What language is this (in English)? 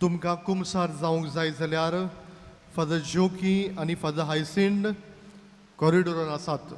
Konkani